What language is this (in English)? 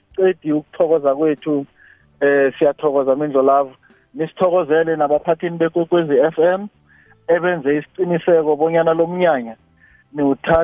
South Ndebele